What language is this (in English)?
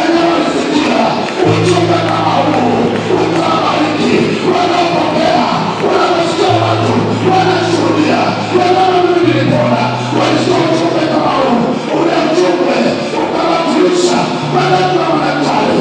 Swahili